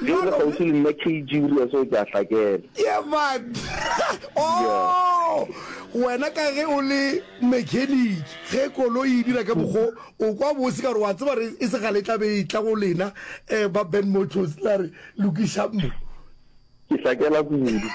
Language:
Northern Sotho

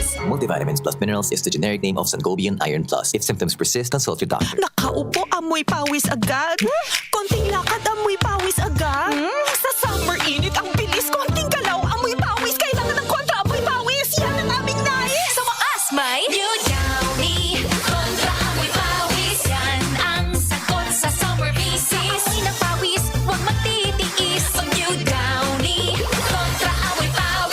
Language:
Bikol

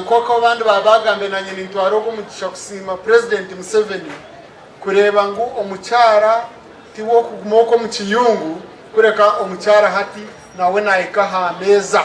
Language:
Nyankole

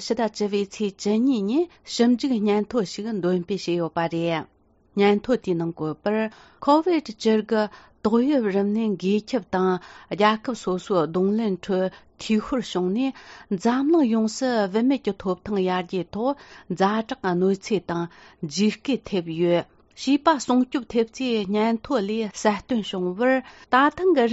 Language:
Tibetan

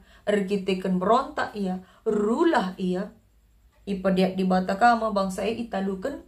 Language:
Batak Karo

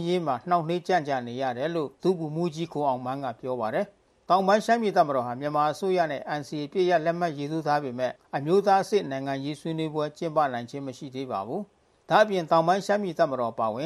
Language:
Burmese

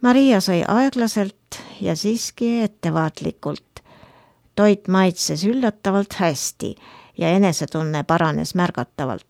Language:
Estonian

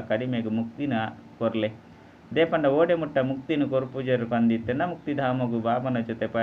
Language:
Tulu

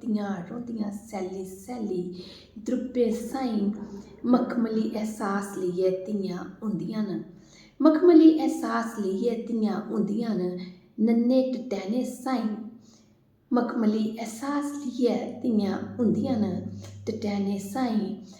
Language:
Dogri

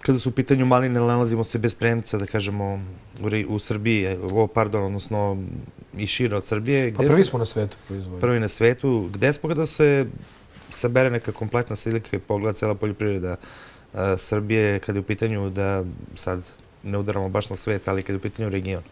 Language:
Serbian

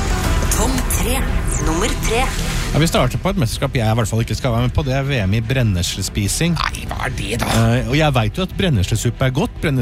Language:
Norwegian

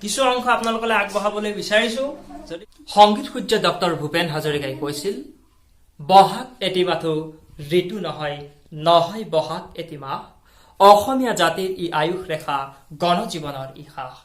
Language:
Assamese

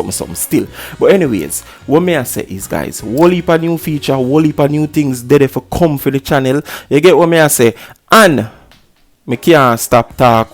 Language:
Jamaican Creole English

